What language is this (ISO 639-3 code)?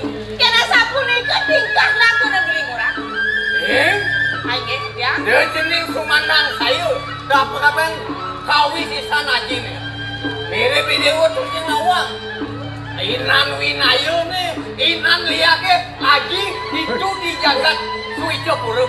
ban